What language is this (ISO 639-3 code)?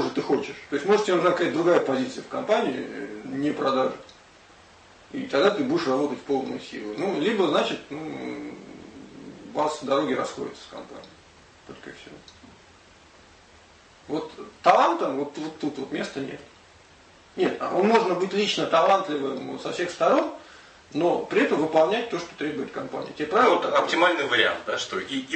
rus